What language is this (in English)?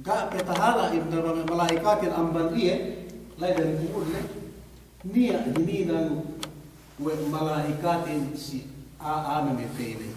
Yakan